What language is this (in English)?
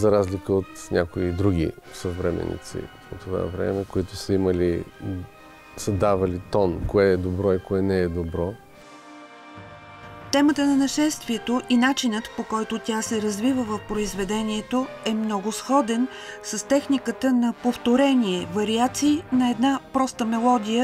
Bulgarian